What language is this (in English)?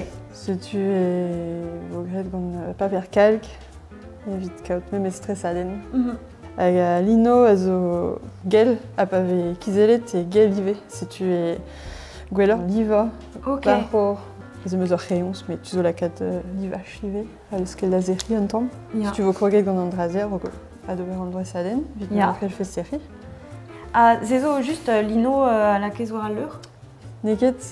Breton